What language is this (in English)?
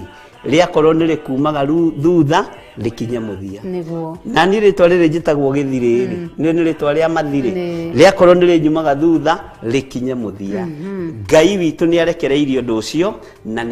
Kikuyu